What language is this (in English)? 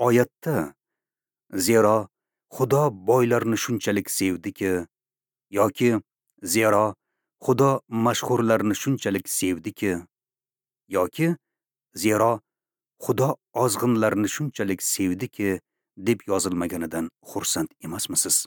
Uzbek